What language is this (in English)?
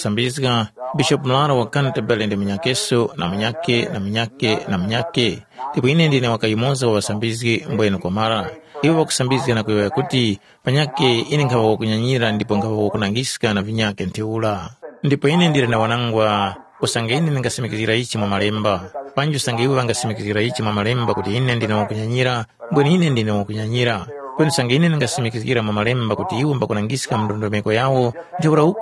Tumbuka